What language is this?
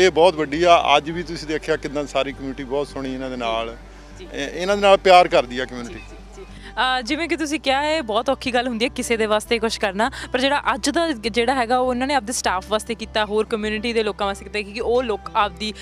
Punjabi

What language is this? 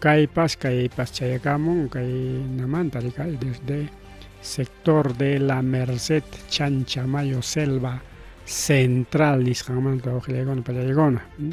Ayacucho Quechua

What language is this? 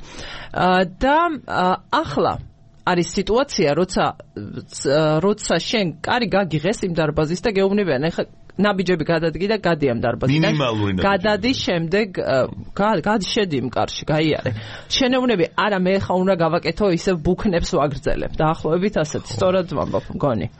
Georgian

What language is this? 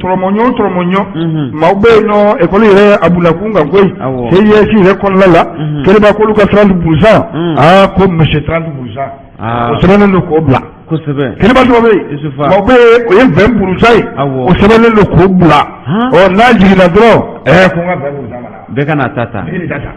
Bambara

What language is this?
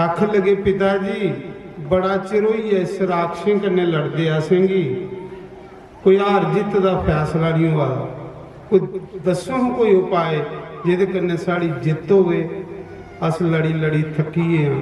Dogri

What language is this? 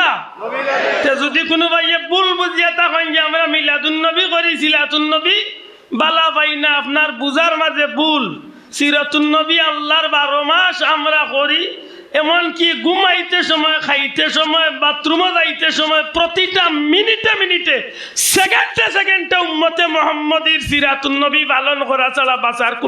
Sylheti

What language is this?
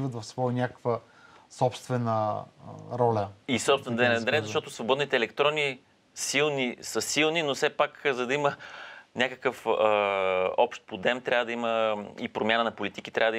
Bulgarian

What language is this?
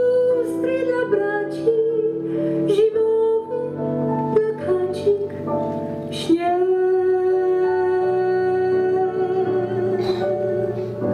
Polish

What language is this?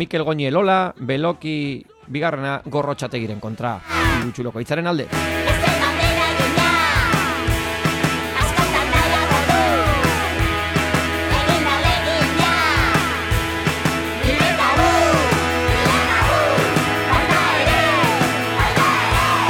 Basque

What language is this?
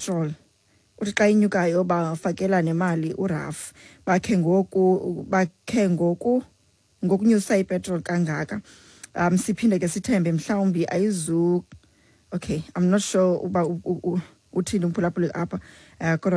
Xhosa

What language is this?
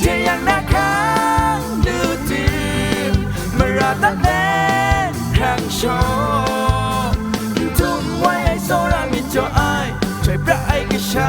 Kachin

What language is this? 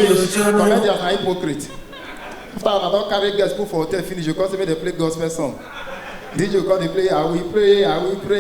Nigerian Pidgin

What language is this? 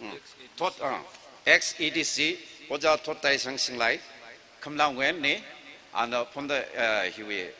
Tangkhul Naga (India)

